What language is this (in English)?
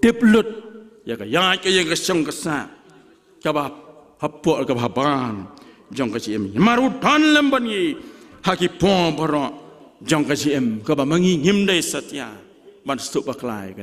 Khasi